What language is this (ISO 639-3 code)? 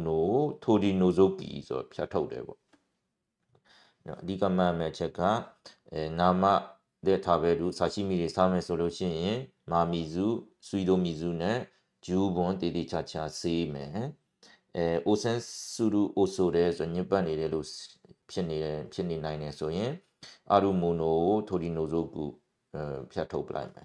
mya